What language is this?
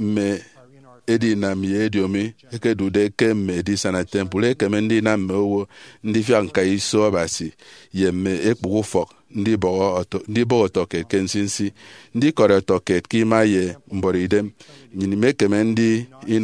Efik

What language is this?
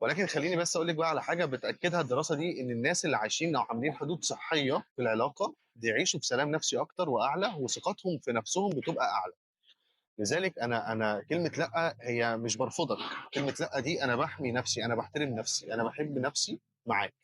Egyptian Arabic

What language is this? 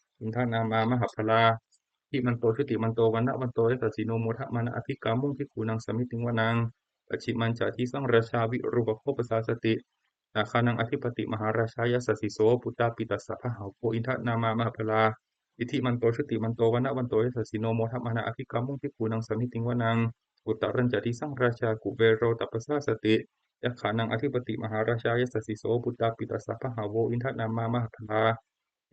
Pali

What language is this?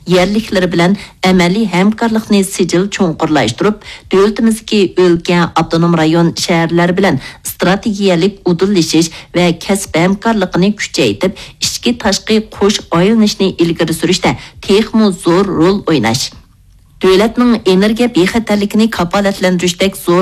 Uyghur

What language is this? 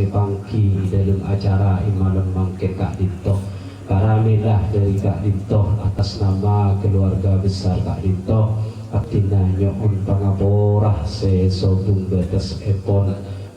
Madurese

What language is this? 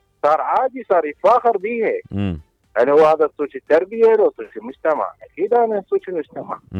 Mesopotamian Arabic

